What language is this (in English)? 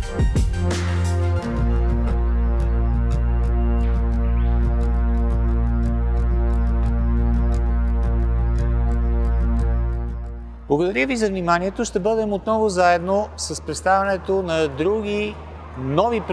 Bulgarian